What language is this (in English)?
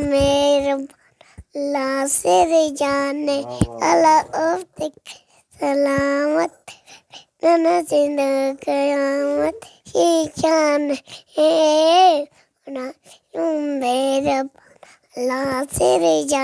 Brahui